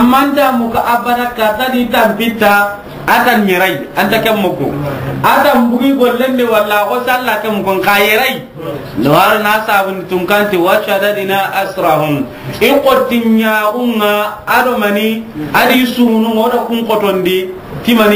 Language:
Soninke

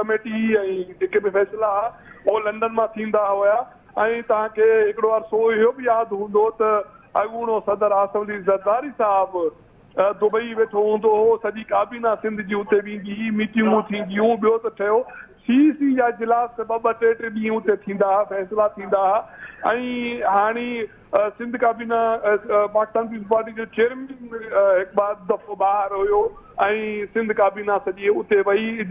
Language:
Sindhi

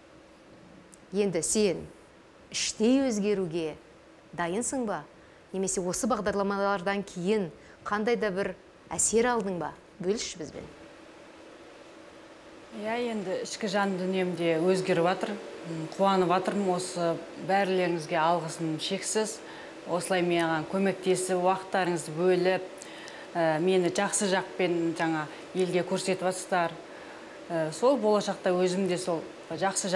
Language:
Kazakh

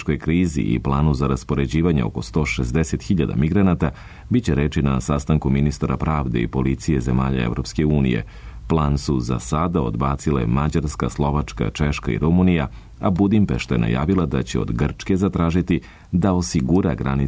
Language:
Serbian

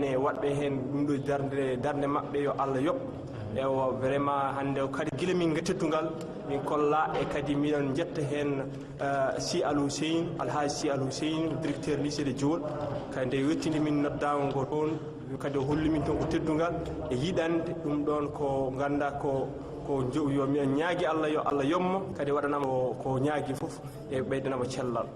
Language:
Fula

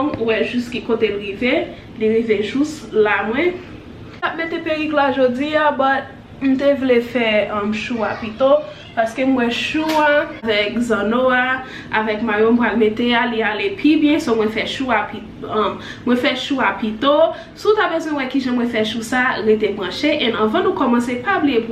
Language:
Haitian Creole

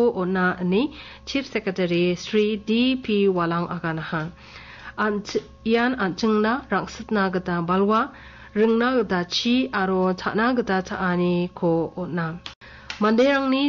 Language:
Garo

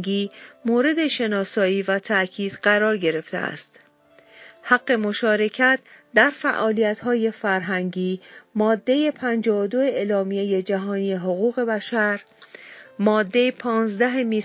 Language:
Persian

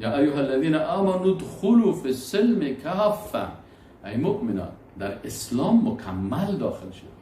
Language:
Persian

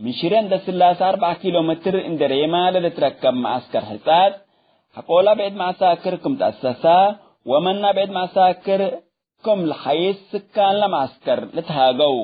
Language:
Tigre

